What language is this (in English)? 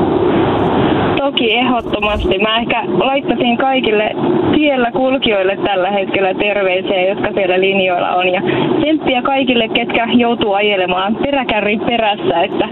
Finnish